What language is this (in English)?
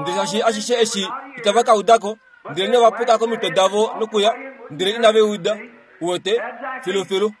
Kuanyama